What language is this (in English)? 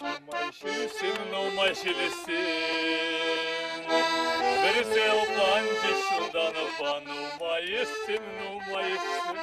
Chuvash